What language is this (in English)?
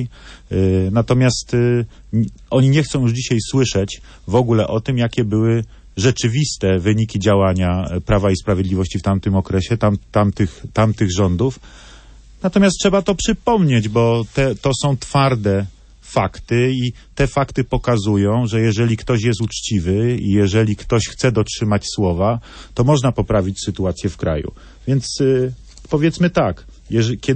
Polish